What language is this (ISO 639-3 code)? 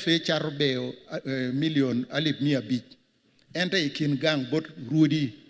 ach